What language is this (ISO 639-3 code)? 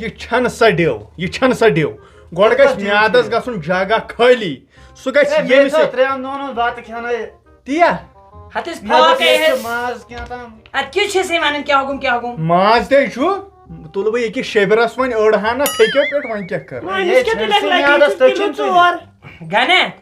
kas